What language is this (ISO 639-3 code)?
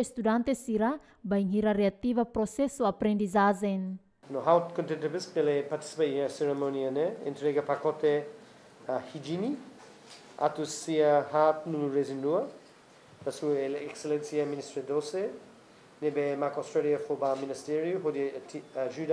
tet